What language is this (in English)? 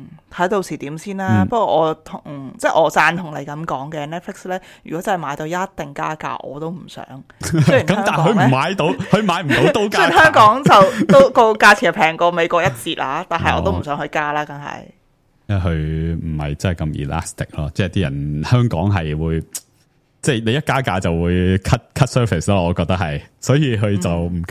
Cantonese